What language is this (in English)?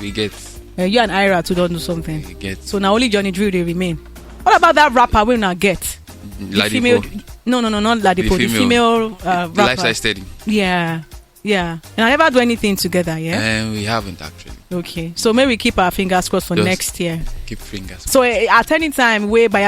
Nigerian Pidgin